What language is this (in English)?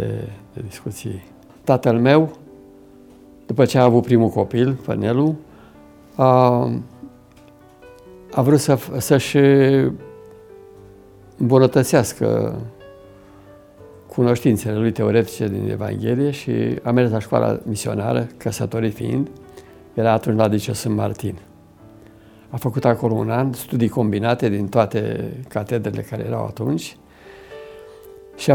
Romanian